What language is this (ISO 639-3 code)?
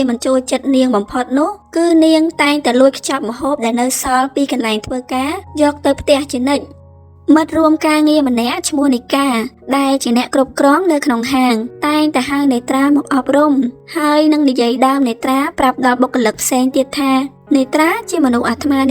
khm